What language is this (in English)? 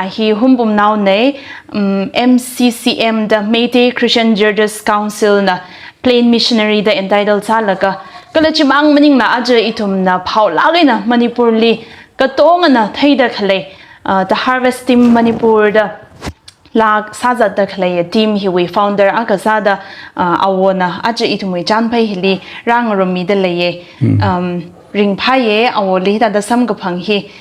Tangkhul Naga (India)